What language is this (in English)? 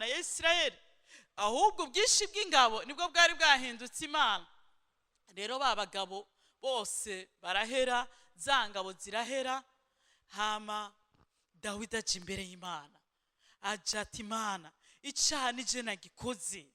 Rundi